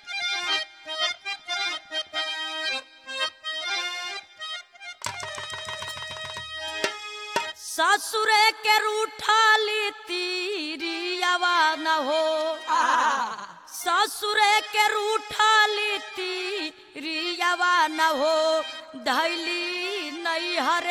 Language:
Bhojpuri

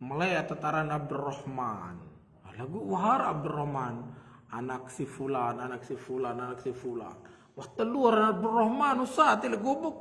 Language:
Sasak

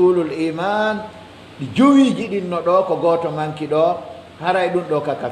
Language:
Pular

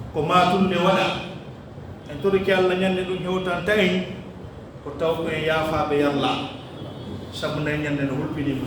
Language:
Pular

